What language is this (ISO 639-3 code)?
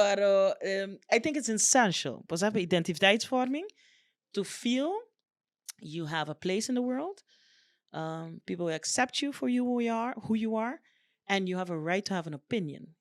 pap